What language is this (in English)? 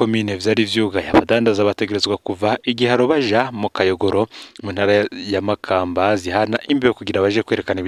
Rundi